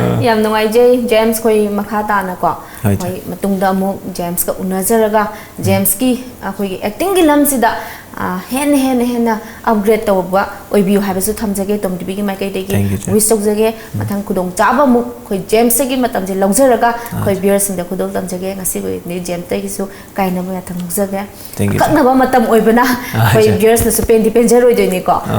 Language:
Manipuri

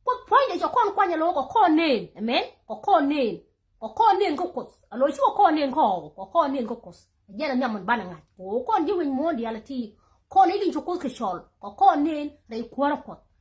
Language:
Nuer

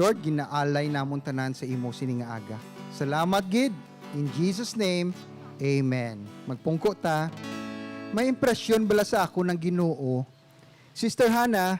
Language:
Hiligaynon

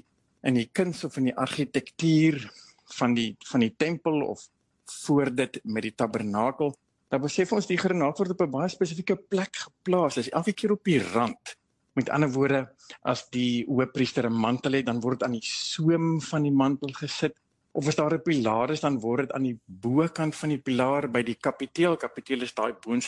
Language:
Afrikaans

